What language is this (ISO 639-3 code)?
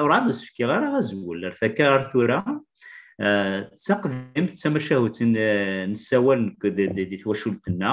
kab